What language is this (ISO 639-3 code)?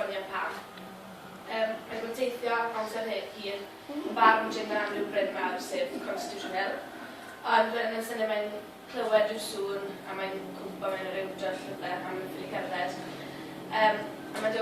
cym